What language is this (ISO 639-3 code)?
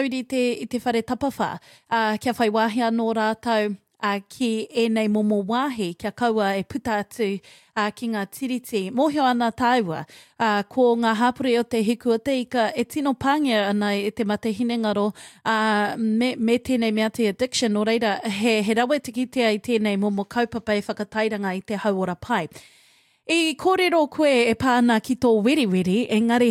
mri